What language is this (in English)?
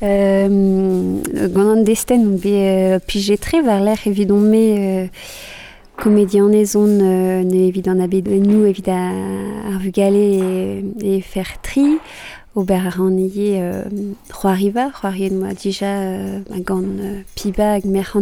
Breton